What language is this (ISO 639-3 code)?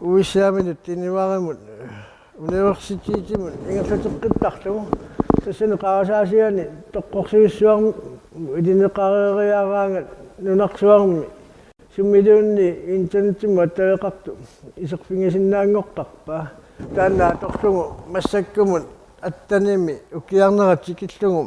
kal